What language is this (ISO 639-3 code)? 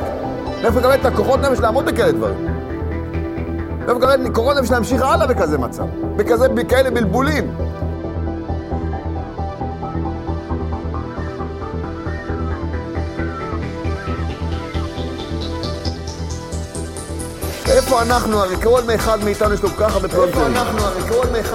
heb